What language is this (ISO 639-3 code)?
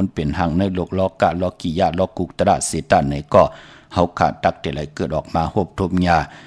shn